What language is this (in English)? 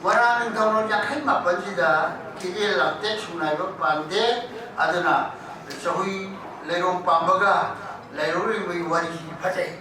Manipuri